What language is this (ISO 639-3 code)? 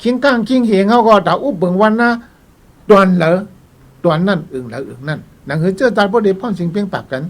shn